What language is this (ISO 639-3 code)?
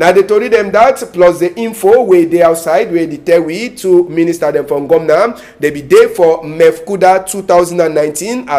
wes